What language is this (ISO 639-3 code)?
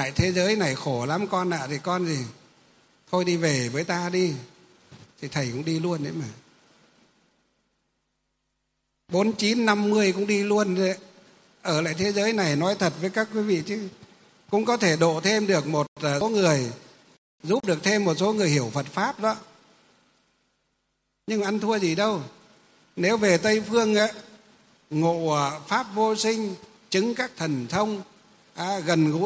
vie